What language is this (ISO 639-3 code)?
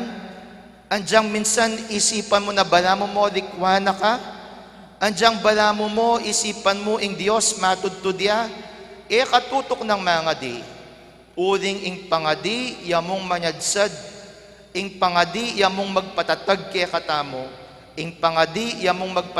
pam